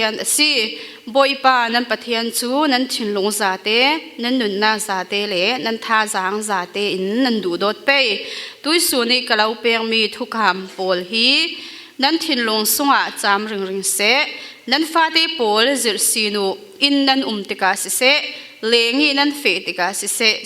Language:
Falam Chin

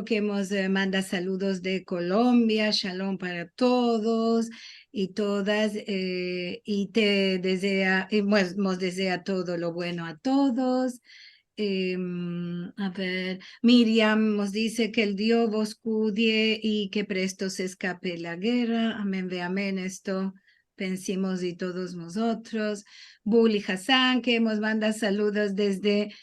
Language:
Ladino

